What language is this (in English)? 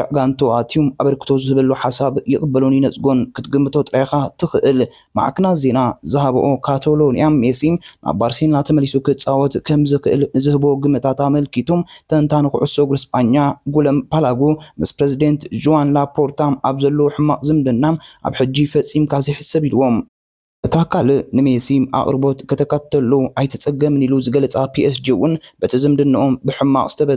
Tigrinya